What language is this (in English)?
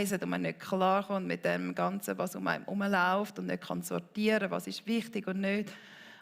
Swiss German